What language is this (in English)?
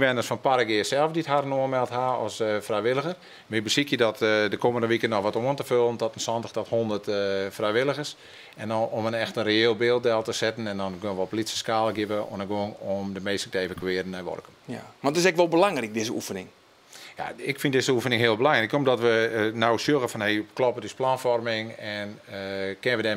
Western Frisian